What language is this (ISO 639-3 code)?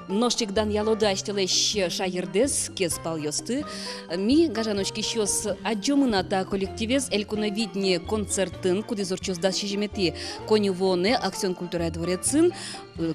udm